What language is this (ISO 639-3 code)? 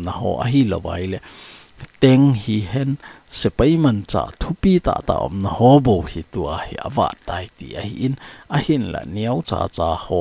tcz